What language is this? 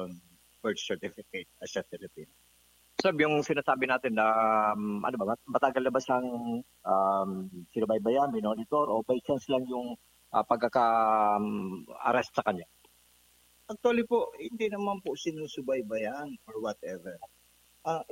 Filipino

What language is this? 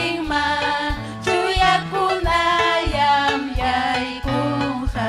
Ayacucho Quechua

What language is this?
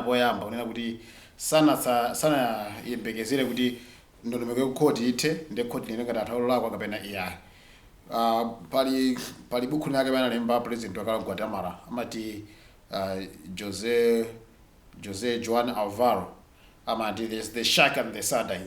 Nyanja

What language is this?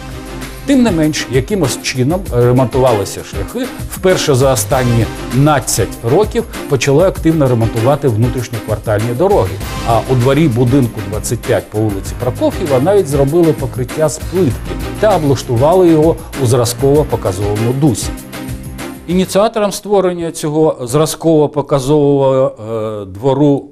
Ukrainian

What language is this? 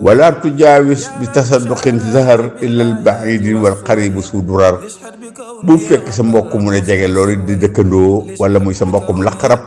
Wolof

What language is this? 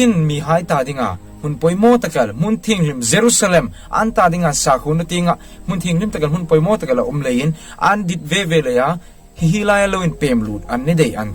Hmar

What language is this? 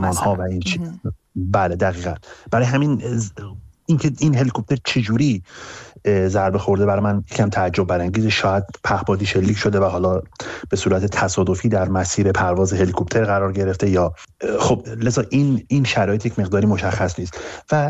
Persian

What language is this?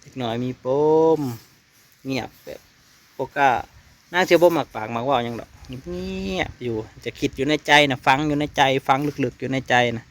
Northeastern Thai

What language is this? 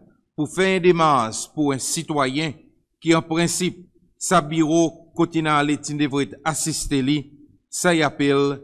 Seselwa Creole French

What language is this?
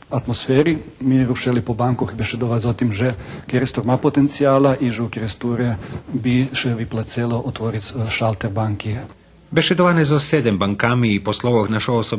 Rusyn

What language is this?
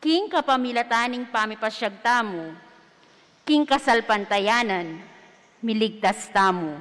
Pampanga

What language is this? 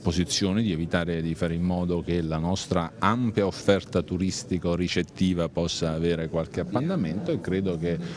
Italian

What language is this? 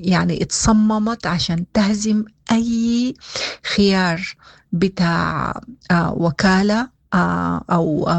Sudanese Arabic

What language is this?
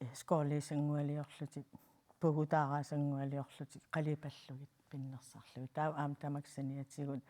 Kalaallisut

